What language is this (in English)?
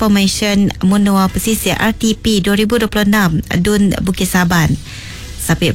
Iban